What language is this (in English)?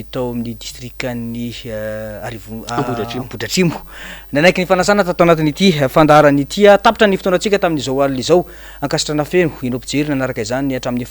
Malagasy